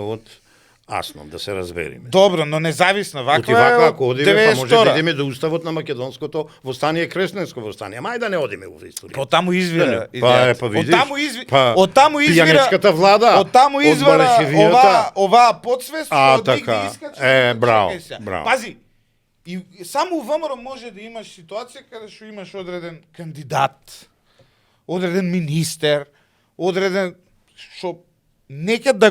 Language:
Macedonian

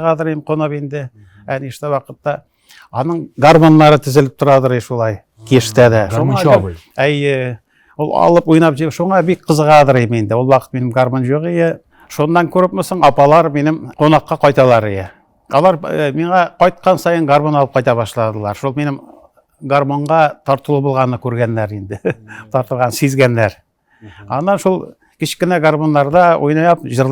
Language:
Tatar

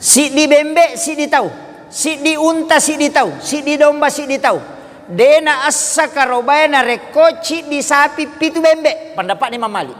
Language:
Buginese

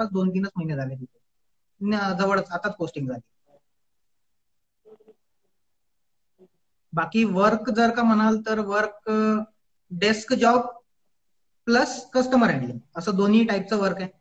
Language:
Marathi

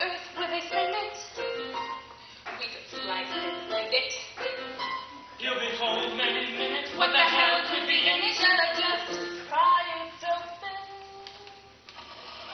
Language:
English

